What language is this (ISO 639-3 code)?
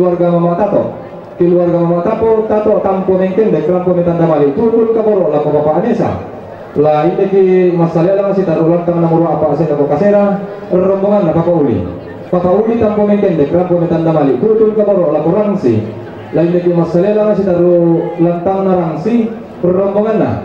sda